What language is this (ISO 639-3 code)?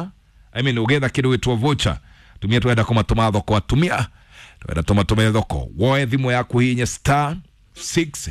kik